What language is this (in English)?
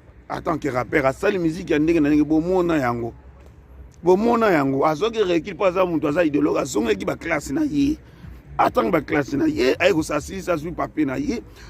Lingala